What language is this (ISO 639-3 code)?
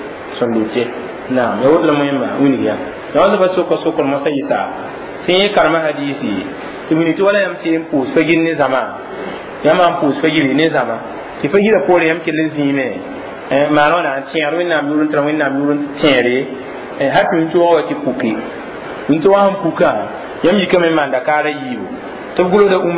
mos